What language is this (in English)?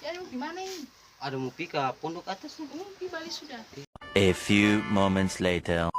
Ambonese Malay